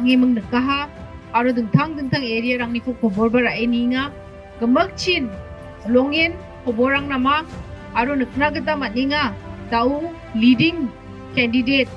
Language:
Garo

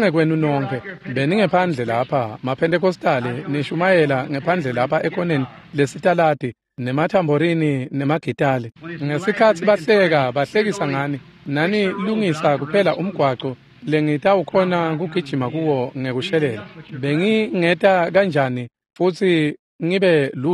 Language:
Swati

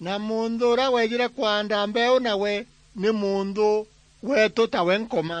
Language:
Meru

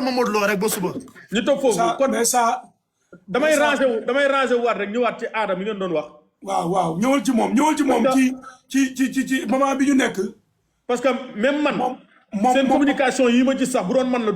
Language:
Wolof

